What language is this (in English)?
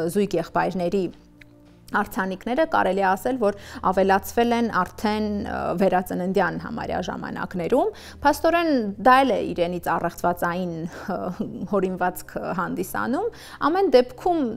Armenian